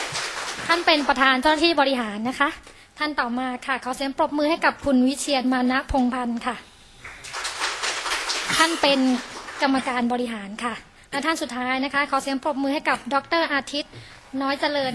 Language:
Thai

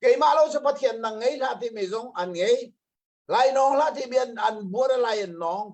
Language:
Hakha Chin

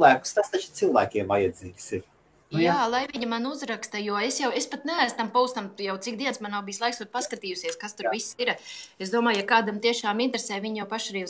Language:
Latvian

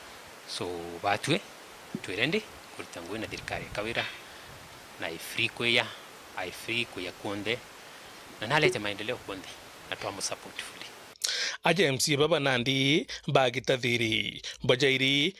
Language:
Meru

